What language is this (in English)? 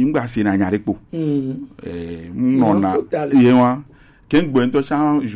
Gen